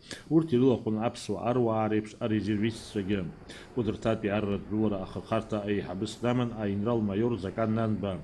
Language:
Abkhazian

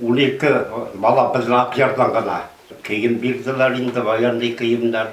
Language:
Bashkir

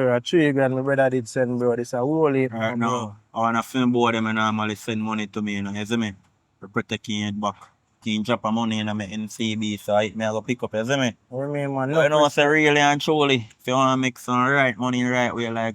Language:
Jamaican Creole English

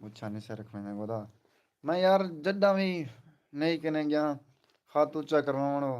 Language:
Saraiki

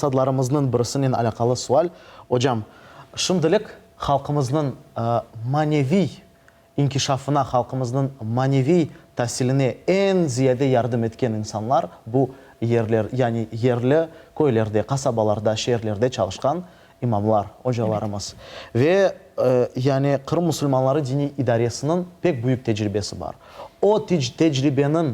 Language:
Crimean Tatar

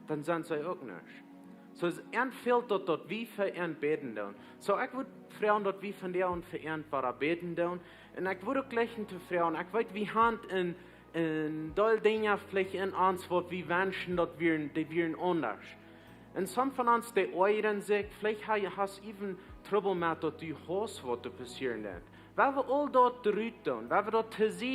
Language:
Plautdietsch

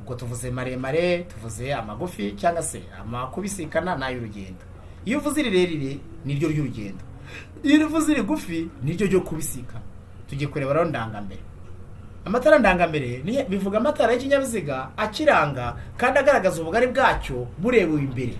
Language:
Kinyarwanda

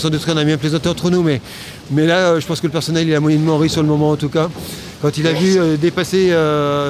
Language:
French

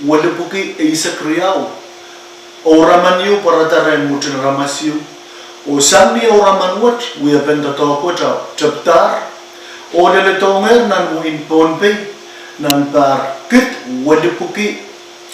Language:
Pohnpeian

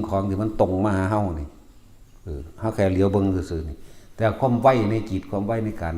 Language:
Northeastern Thai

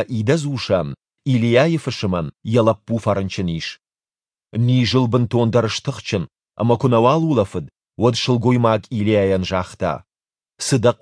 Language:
Ossetic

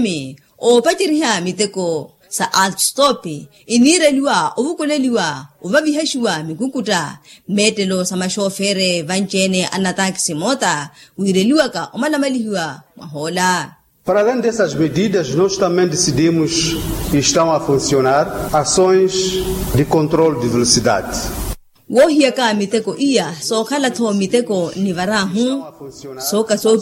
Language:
Makhuwa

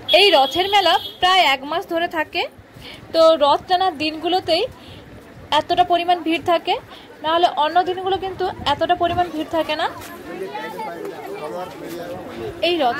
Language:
Bangla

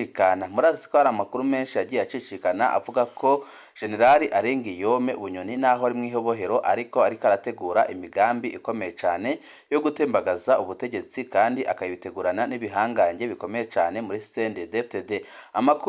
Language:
Rundi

